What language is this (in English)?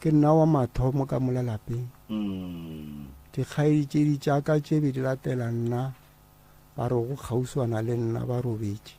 Northern Sotho